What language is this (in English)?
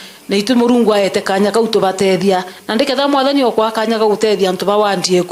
Meru